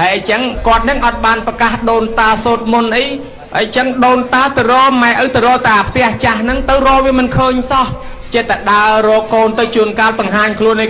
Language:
Khmer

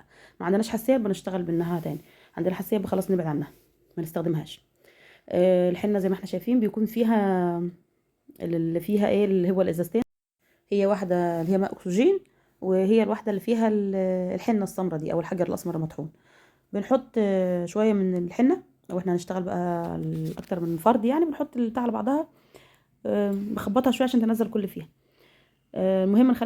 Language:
Egyptian Arabic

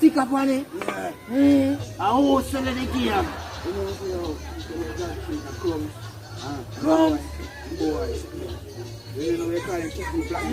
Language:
Jamaican Creole English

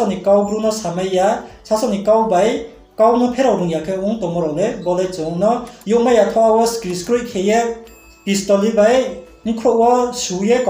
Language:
Riang (India)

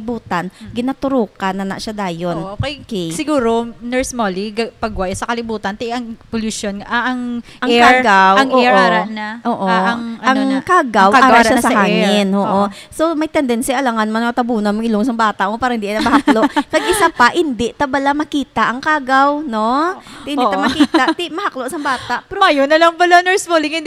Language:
Hiligaynon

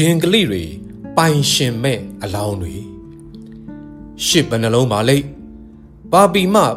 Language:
Burmese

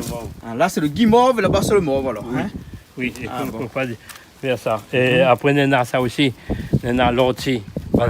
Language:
Réunion Creole French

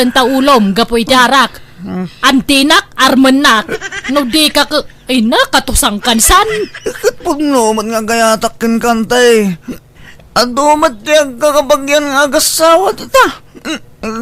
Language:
Iloko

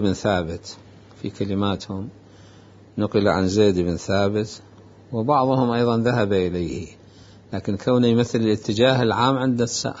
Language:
Mesopotamian Arabic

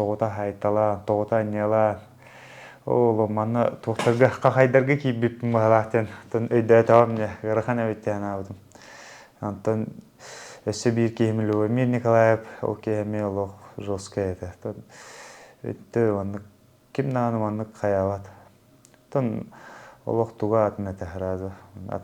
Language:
Yakut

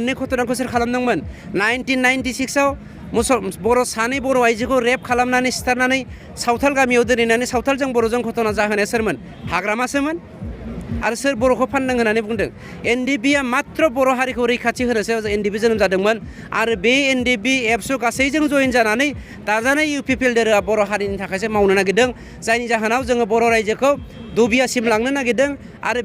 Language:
Bodo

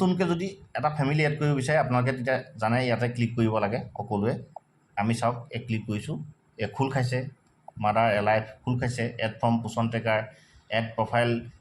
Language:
Assamese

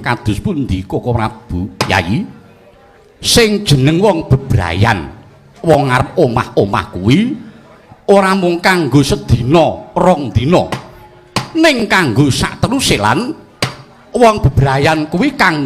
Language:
Javanese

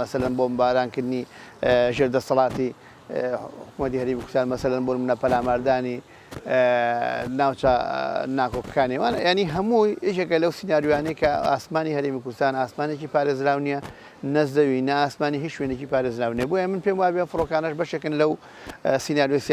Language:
Central Kurdish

